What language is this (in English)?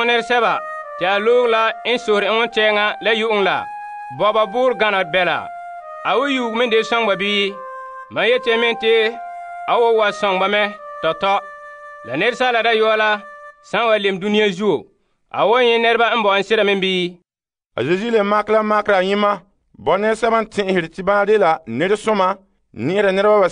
Frafra